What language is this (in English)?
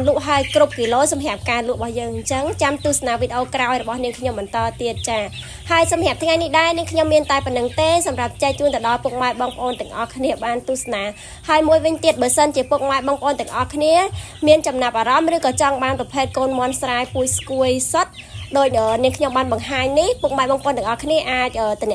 Khmer